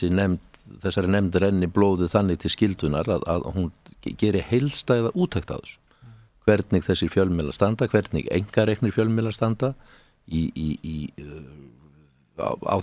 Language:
Icelandic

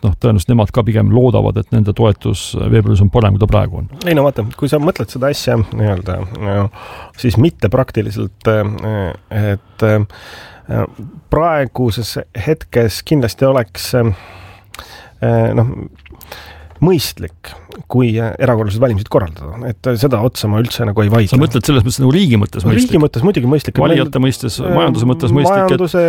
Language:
Estonian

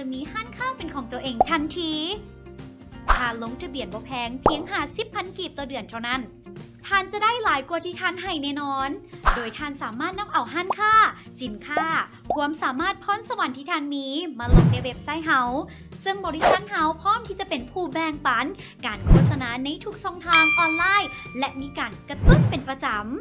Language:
Lao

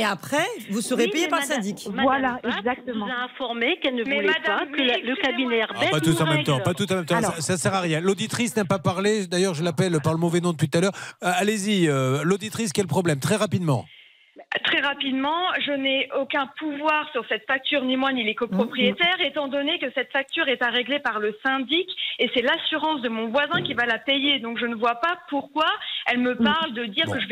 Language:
French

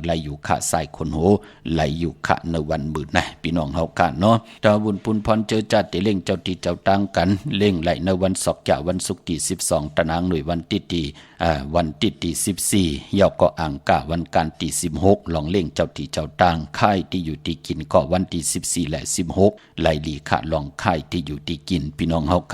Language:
Shan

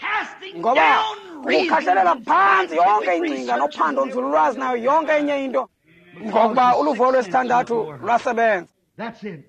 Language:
Xhosa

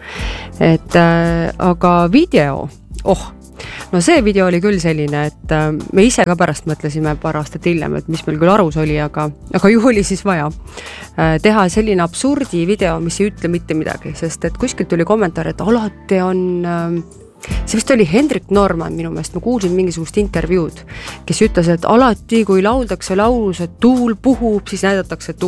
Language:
Estonian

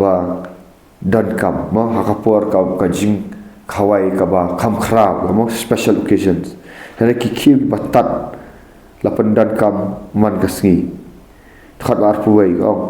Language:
Khasi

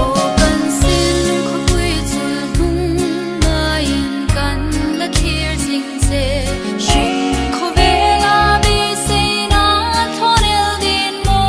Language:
Hmar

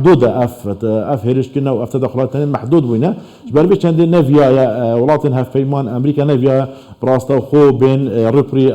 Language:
Kurdish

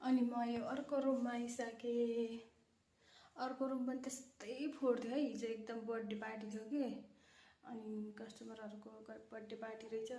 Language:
Nepali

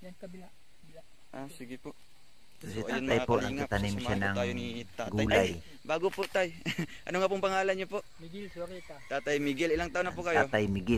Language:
Filipino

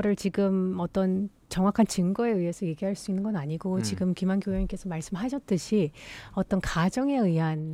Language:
Korean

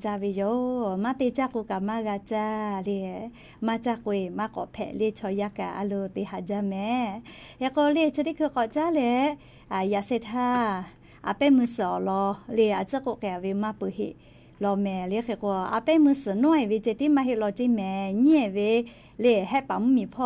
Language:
Lahu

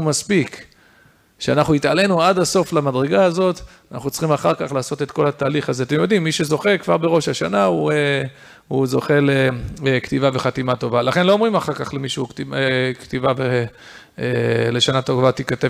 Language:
Hebrew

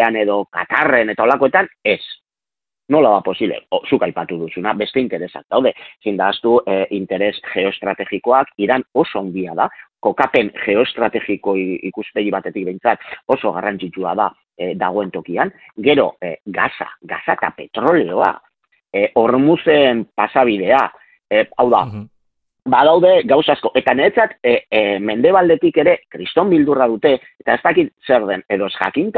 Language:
Basque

